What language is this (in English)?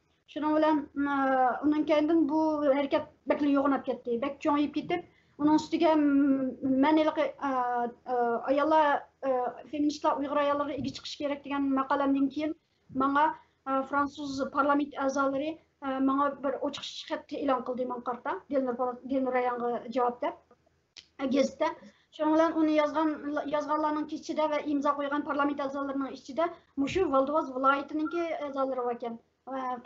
Uyghur